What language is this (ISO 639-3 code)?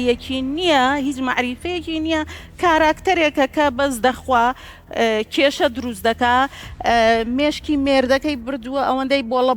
ckb